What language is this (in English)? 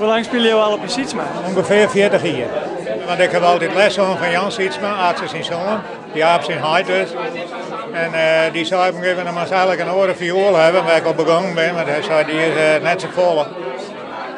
Western Frisian